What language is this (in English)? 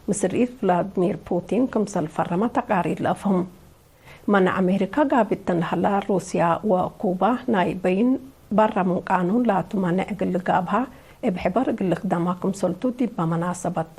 Tigre